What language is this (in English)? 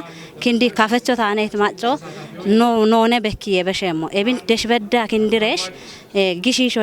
Kafa